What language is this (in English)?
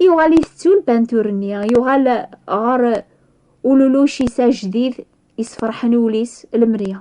Kabyle